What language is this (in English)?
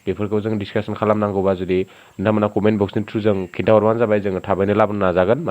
Bodo